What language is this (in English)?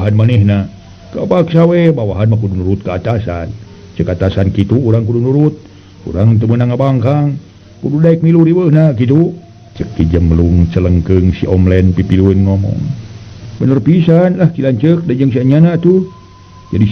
Sundanese